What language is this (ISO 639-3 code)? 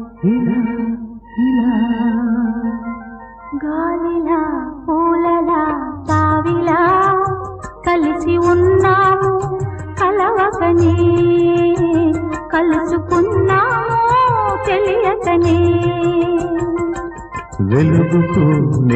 tel